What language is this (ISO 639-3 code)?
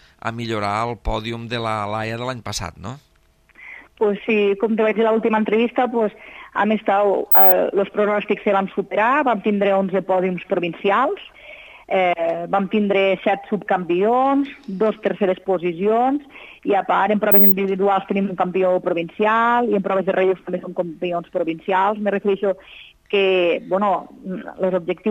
cat